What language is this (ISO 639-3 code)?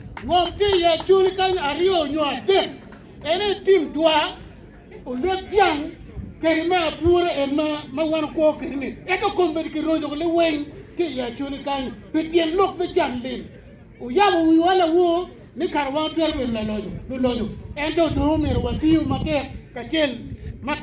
ach